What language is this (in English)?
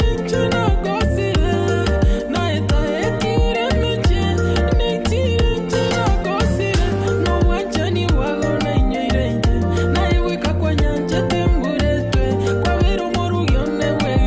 Gusii